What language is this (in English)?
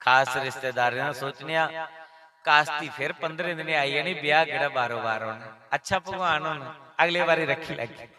Dogri